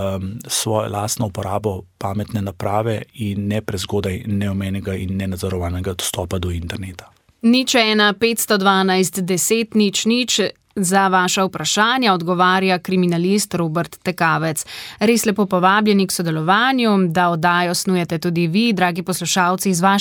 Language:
Slovenian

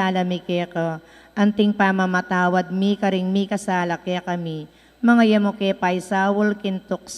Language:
Pampanga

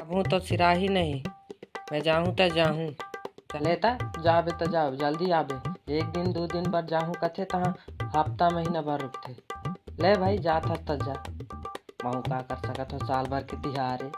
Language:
Chhattisgarhi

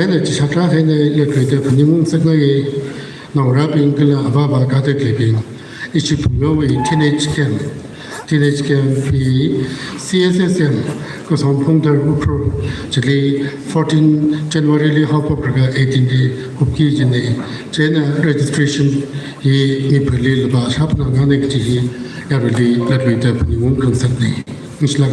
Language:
Tangkhul Naga (India)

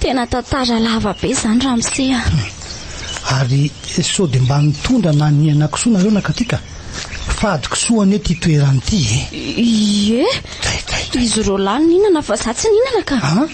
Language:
Malagasy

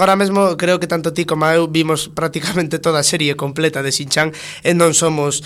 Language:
Galician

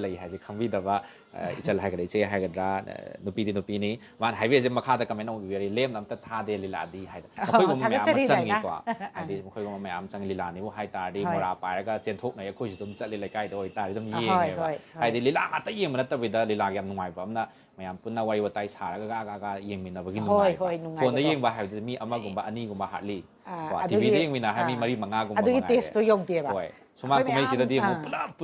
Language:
Manipuri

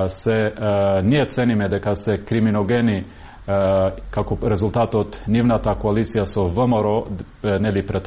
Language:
Macedonian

